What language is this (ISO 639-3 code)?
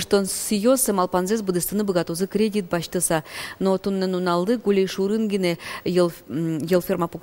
udm